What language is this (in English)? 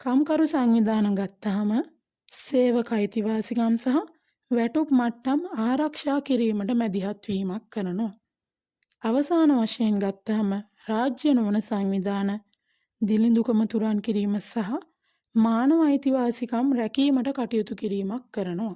Sinhala